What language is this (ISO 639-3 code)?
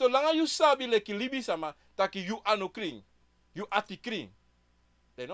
srn